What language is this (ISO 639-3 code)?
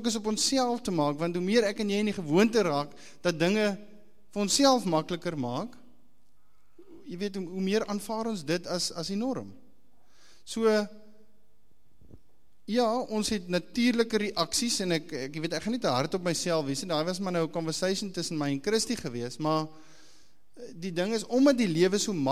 afr